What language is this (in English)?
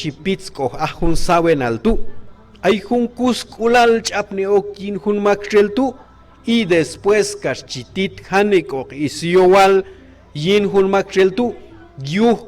Q'anjob'al